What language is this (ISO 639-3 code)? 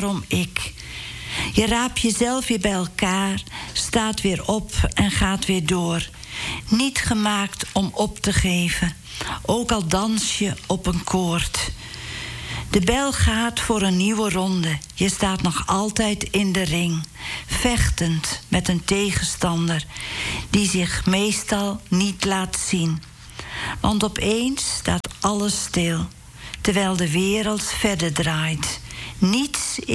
nld